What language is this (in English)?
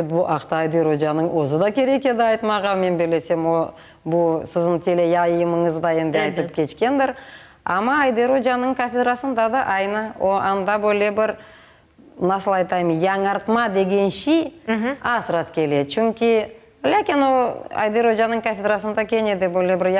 Crimean Tatar